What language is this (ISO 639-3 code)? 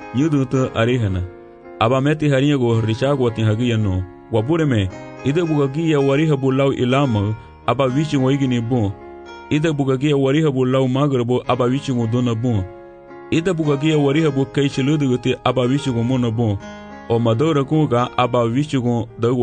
cab